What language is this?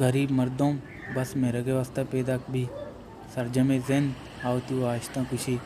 Baluchi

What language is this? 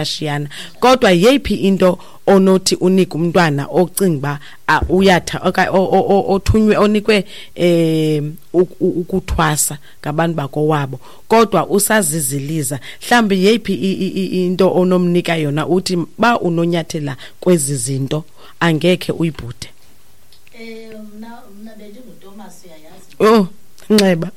Xhosa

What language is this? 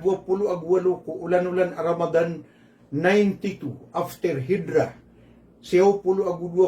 Maranao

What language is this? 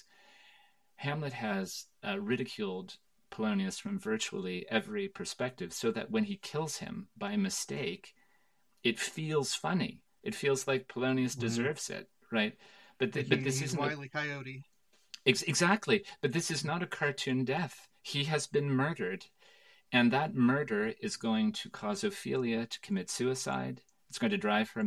English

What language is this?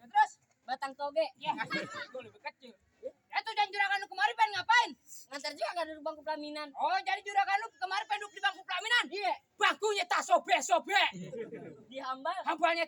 Betawi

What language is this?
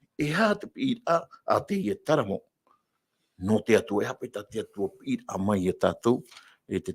Tahitian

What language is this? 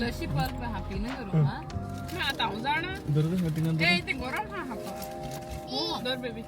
Konkani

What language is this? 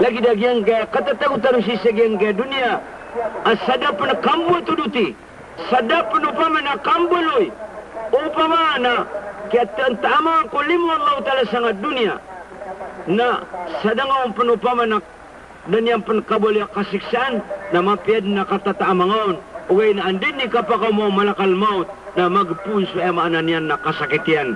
Maranao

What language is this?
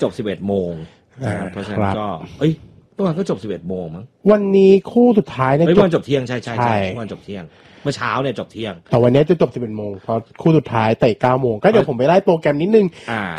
Thai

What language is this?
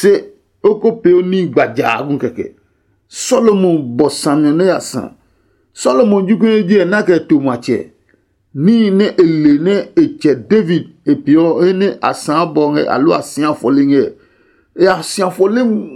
Adangme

